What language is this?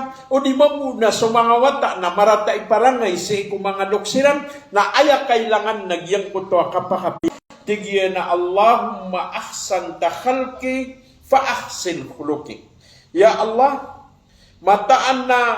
Maranao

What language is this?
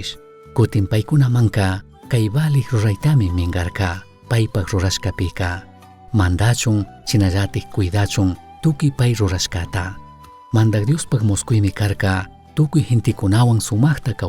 Chimborazo Highland Quichua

